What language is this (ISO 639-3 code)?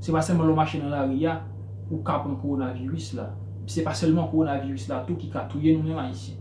hat